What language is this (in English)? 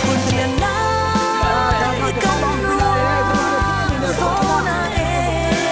Hakha Chin